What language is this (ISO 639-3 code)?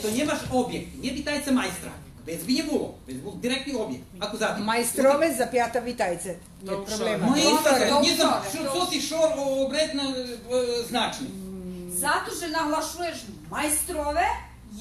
rue